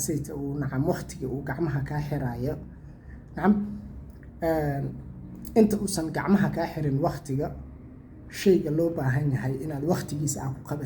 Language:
Somali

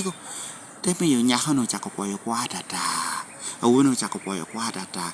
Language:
Lango (Uganda)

